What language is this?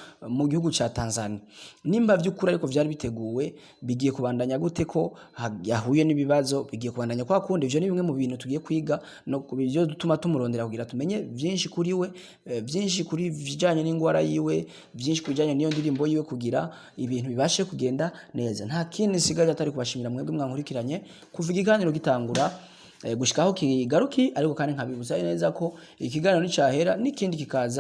Rundi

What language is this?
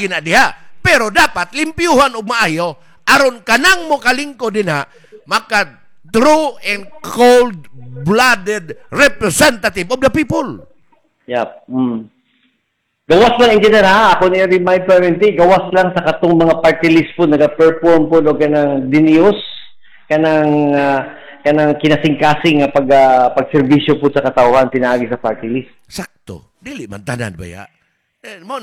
Cebuano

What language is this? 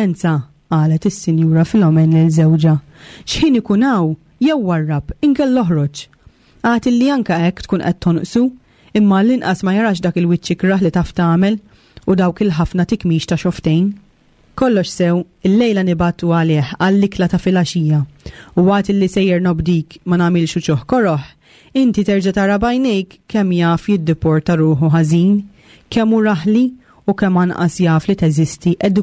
Maltese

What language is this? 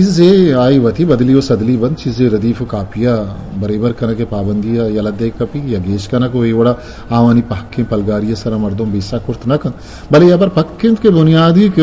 Eastern Balochi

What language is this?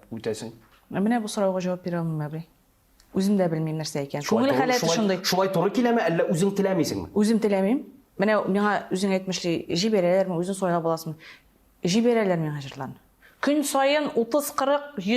Tatar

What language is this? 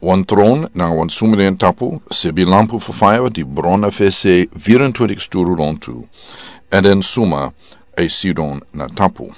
Sranan Tongo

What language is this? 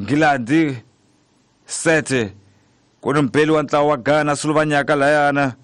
Tsonga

